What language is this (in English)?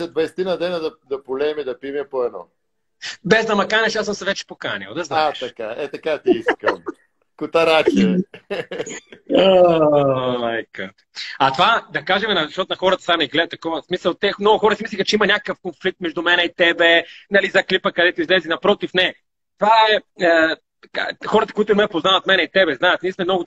Bulgarian